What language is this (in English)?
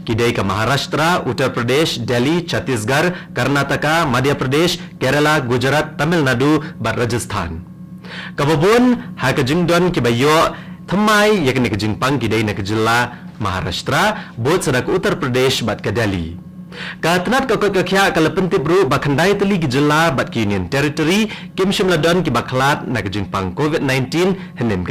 Khasi